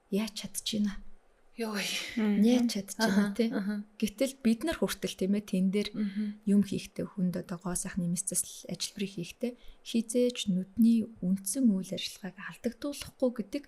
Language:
Mongolian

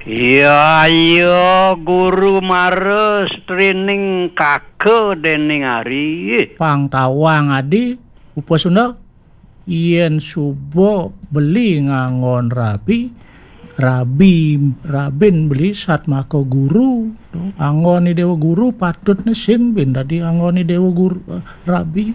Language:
Balinese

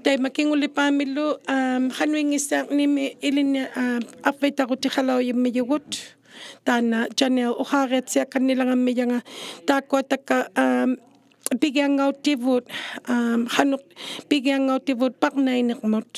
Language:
Inuktitut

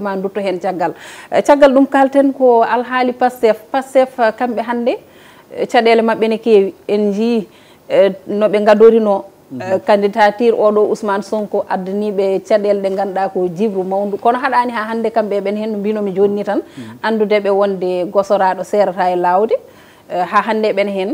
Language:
Fula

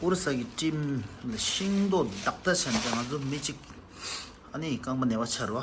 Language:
Tibetan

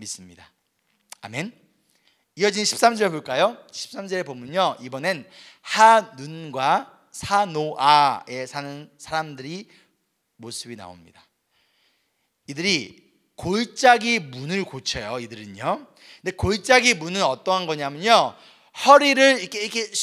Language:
Korean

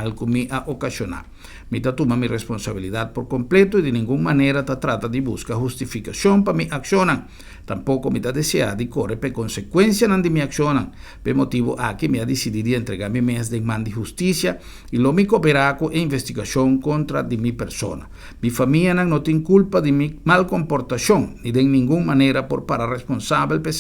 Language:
Papiamento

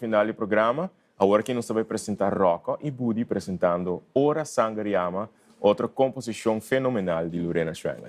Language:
Papiamento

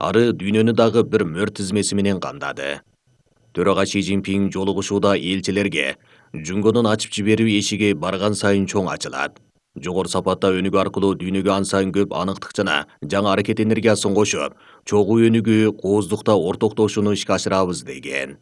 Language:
Kyrgyz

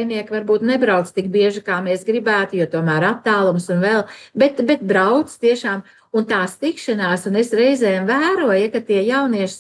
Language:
Latvian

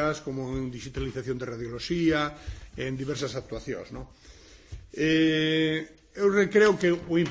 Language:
Galician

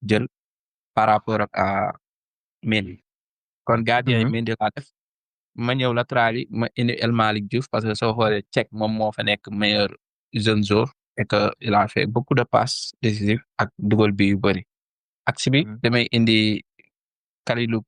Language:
Wolof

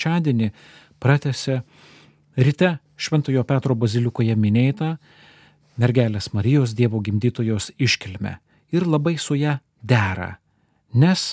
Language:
Lithuanian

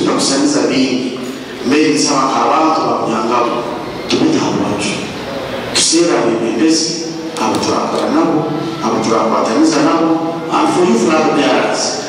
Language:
Nyankole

